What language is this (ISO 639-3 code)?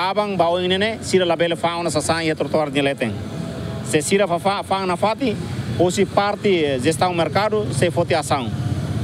tet